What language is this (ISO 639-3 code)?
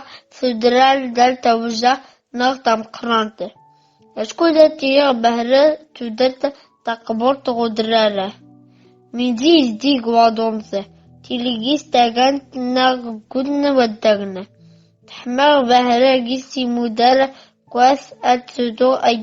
zgh